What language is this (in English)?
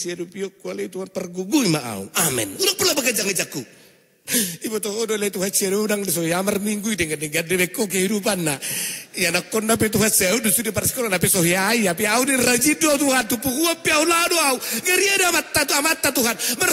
Batak Toba